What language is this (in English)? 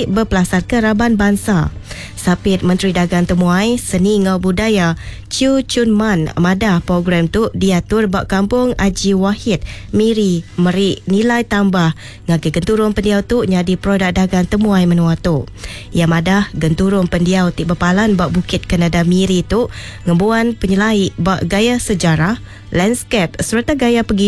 Iban